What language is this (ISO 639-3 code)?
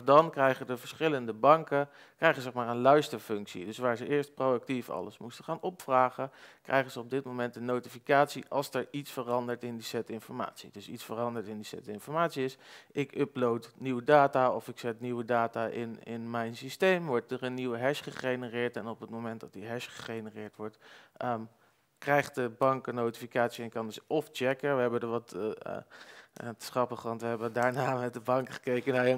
nld